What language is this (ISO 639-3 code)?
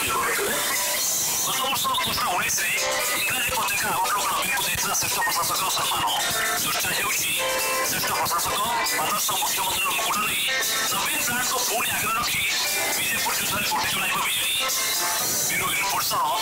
ori